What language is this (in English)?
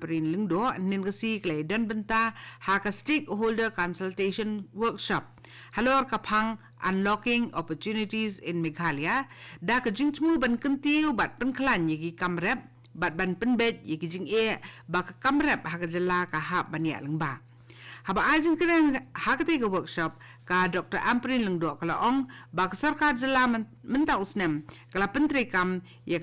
Khasi